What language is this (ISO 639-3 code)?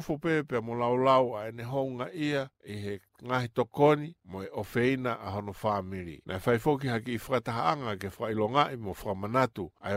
ton